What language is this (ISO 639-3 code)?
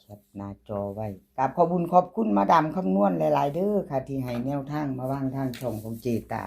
tts